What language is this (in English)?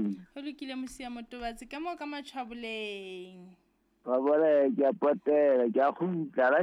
Southern Sotho